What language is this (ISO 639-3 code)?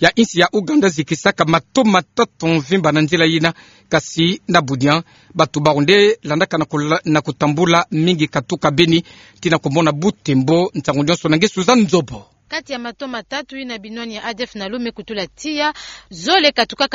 ktu